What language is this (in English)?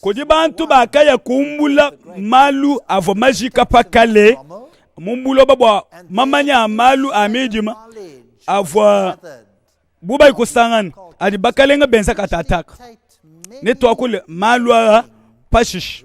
Luba-Lulua